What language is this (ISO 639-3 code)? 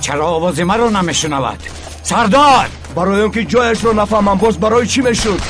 tgk